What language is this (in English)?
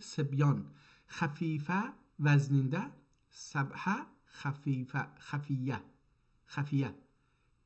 South Azerbaijani